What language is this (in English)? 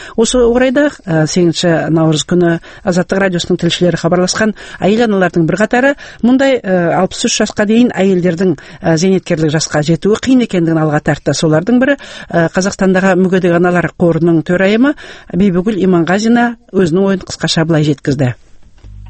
Kazakh